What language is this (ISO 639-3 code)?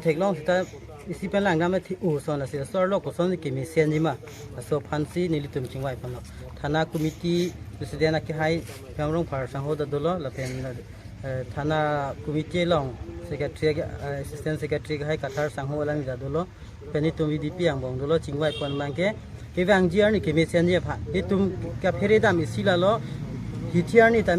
mjw